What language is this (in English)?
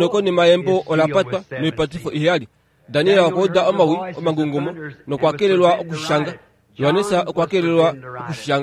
Kuanyama